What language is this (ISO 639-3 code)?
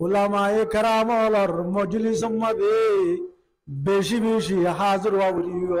rhg